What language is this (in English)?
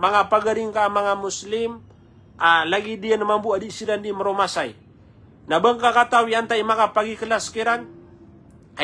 Maranao